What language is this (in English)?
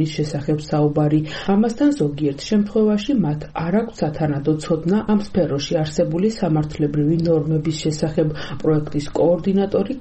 Georgian